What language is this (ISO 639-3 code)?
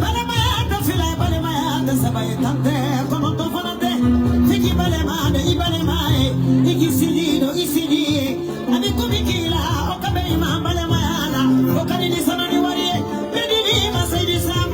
bam